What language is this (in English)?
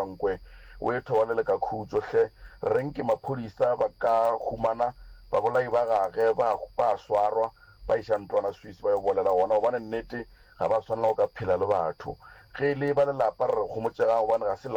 Northern Sotho